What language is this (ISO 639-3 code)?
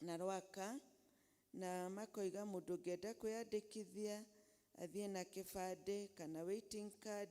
kik